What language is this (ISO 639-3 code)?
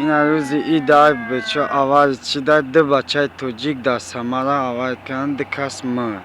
tgk